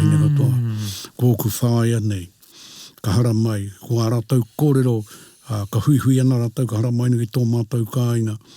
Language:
Māori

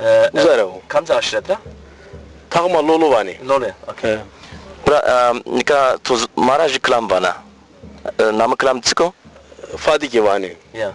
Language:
Zaza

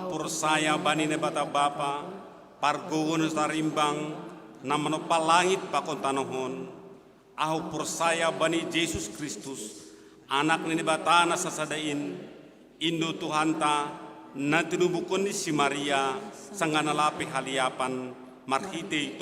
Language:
Batak Simalungun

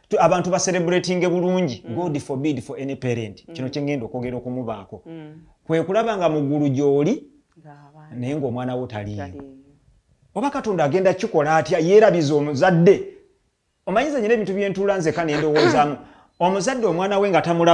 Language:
Ganda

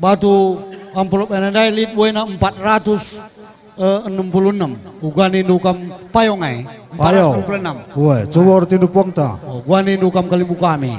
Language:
Batak Karo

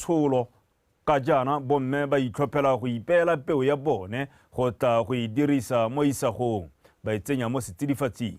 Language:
Tswana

